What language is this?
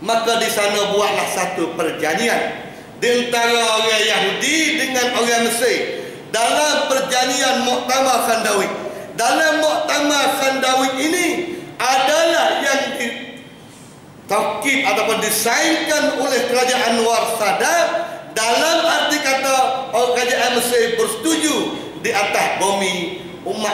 Malay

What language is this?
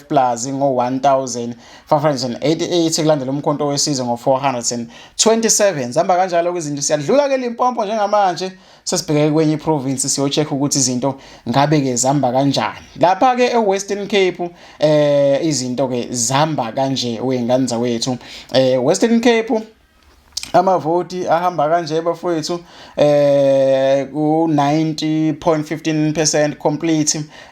Zulu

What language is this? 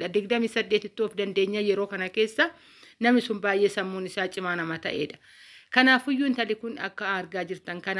Oromo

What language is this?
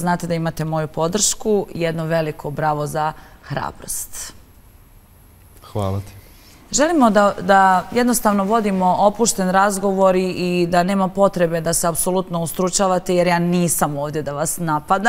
Serbian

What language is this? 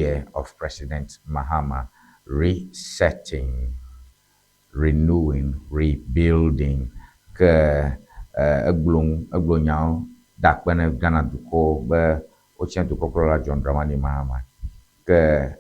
Ewe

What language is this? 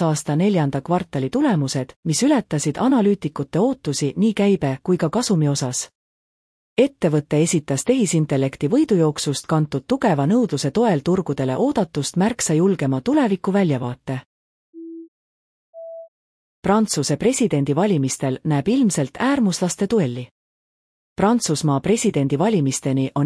Estonian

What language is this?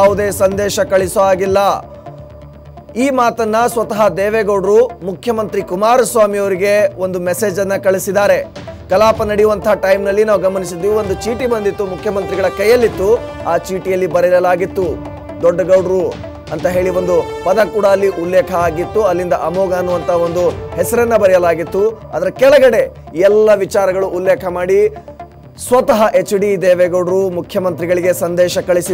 Kannada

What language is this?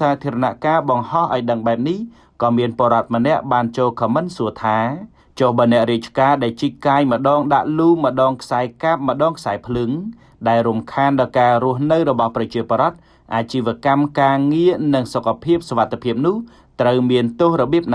Khmer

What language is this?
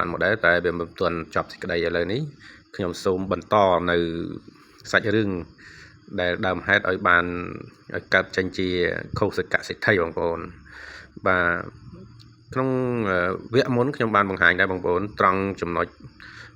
Khmer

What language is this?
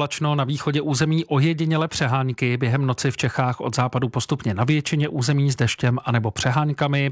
Czech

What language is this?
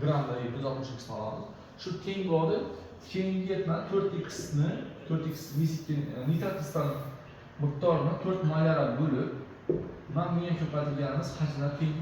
Uzbek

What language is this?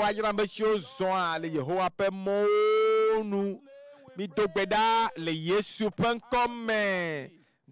Ewe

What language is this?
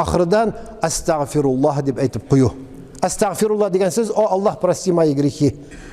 Tatar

